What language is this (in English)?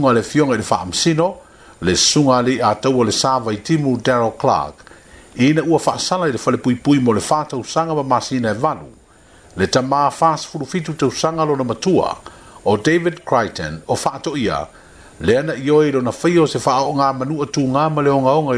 Samoan